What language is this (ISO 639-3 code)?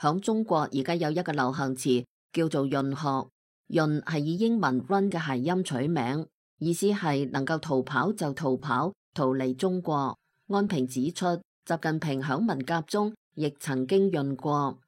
yue